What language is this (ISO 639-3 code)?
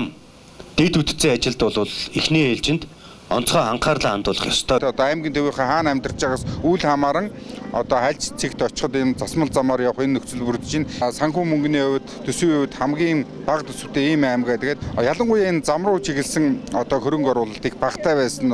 mon